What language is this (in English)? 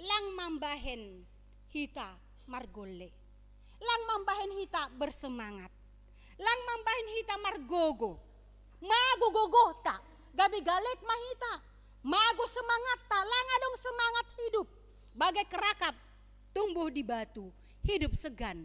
Batak Simalungun